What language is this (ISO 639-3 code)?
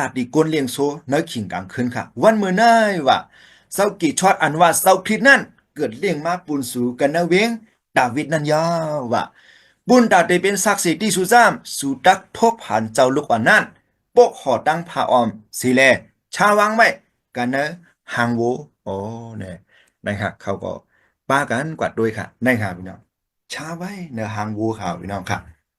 shn